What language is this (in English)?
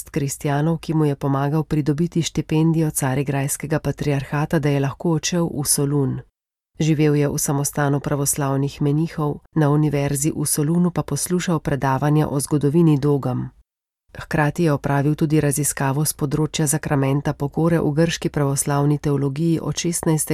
Slovenian